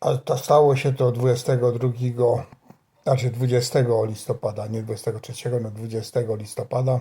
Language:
Silesian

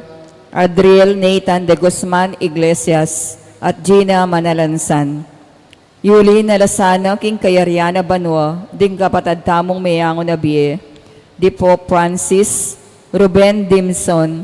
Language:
Pampanga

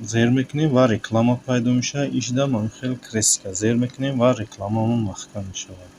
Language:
Tajik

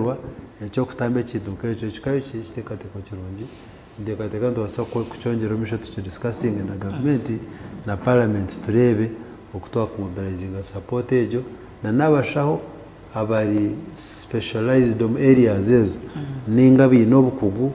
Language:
Nyankole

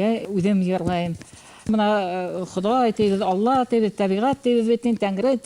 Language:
Bashkir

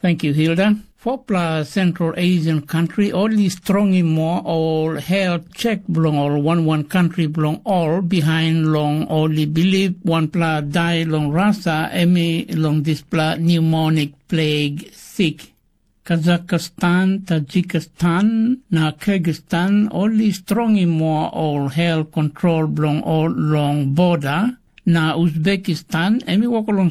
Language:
Tok Pisin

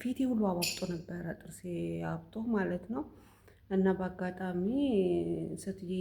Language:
Amharic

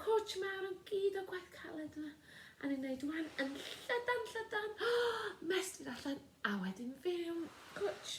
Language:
Welsh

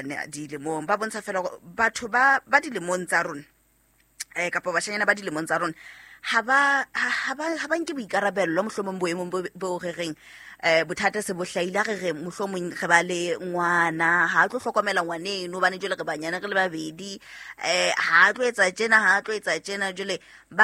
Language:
Southern Sotho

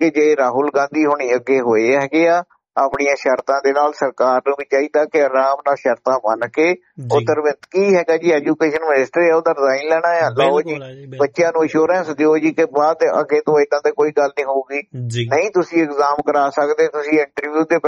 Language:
Punjabi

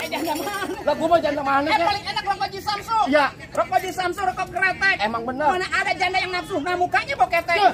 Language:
Betawi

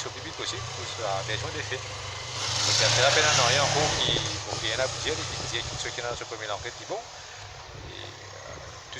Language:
Morisyen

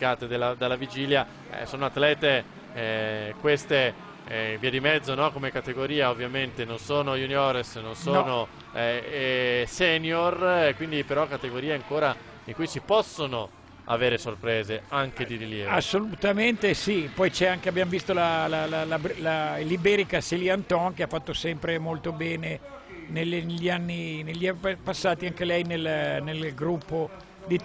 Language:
Italian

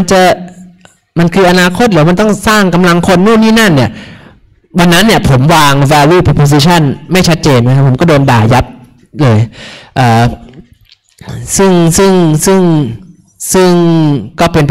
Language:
Thai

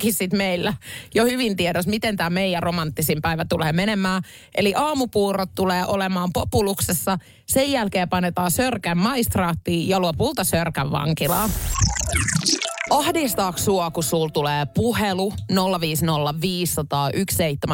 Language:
Finnish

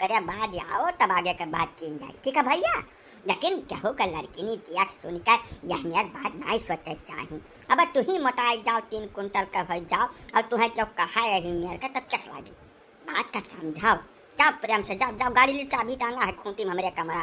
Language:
Awadhi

